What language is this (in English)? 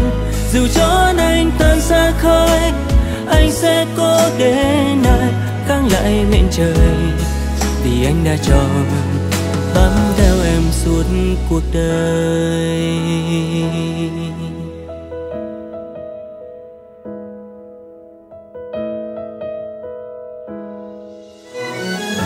Vietnamese